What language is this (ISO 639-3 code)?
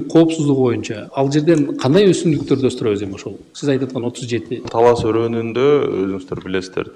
kir